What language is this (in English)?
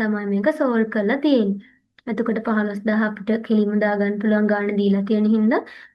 Sinhala